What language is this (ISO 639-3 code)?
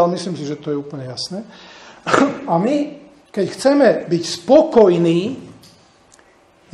slk